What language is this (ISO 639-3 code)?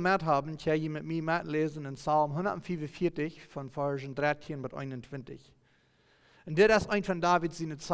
pdt